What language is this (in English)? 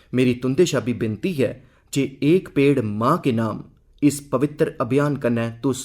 Dogri